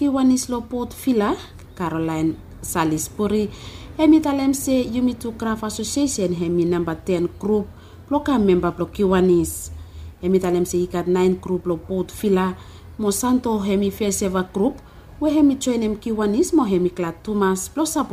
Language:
Bislama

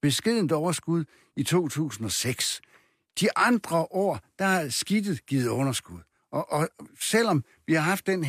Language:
Danish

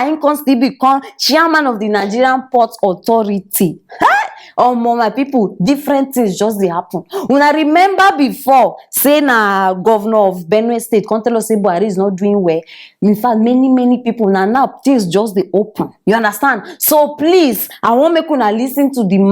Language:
Nigerian Pidgin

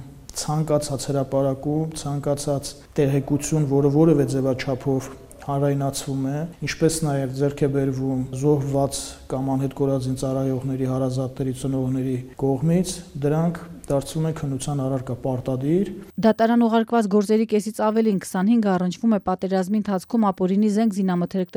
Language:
Armenian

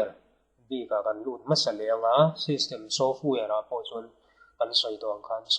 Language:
Mizo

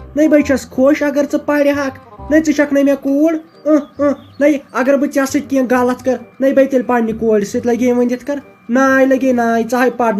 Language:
Kashmiri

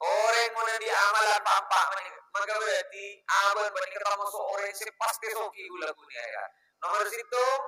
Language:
Madurese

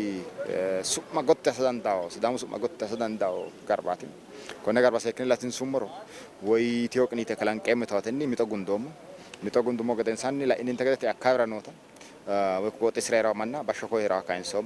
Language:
Sidamo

